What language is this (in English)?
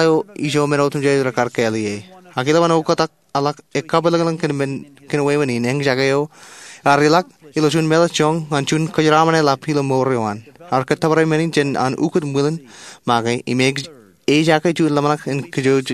Marshallese